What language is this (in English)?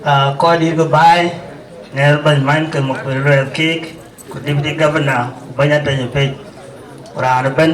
Dinka